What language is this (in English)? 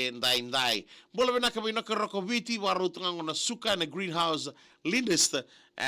Fijian